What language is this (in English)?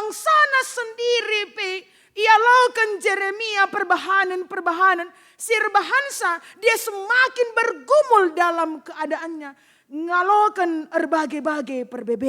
Batak Karo